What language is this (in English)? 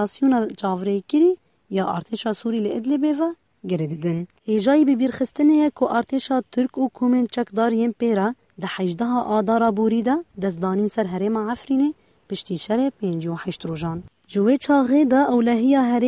Kurdish